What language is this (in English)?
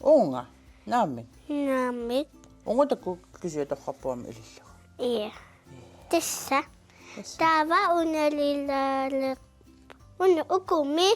Kalaallisut